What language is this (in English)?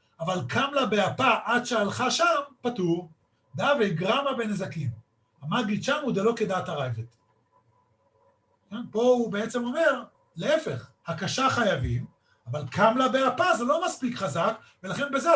Hebrew